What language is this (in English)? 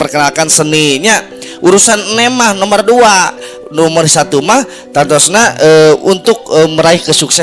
Sundanese